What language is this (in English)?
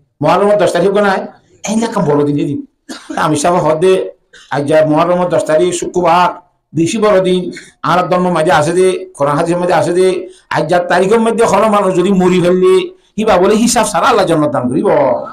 Rohingya